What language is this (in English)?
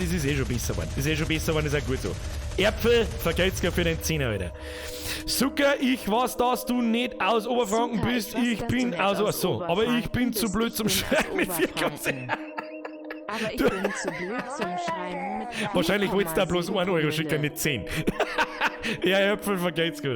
Bavarian